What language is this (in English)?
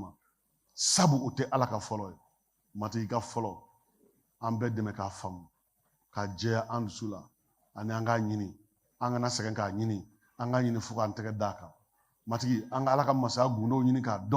Bambara